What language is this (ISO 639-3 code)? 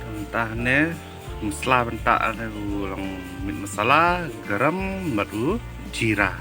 kha